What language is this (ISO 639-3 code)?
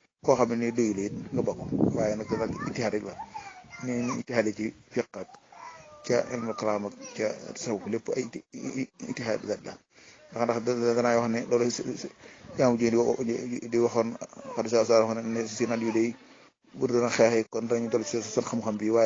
wol